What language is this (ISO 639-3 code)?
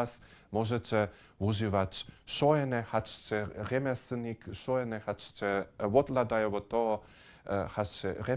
hsb